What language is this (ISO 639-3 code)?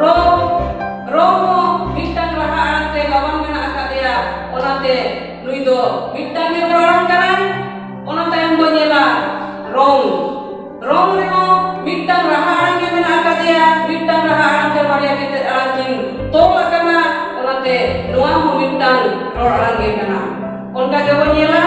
sat